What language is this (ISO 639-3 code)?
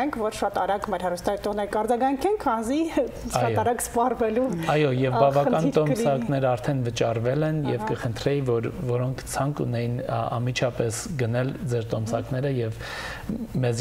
hyw